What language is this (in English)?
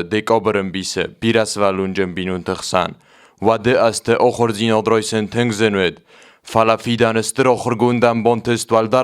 Ossetic